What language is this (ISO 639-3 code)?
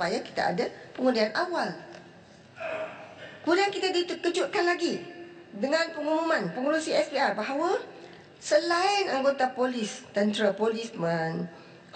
msa